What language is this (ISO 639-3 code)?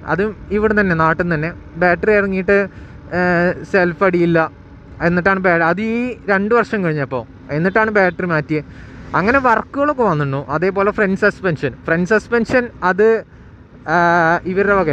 mal